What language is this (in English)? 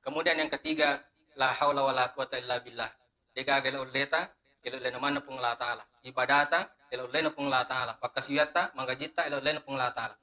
Buginese